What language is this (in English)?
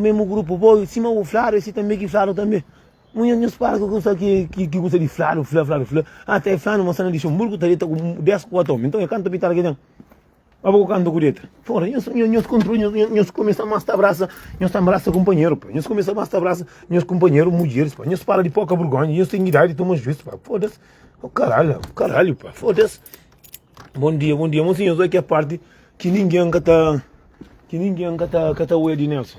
Kabuverdianu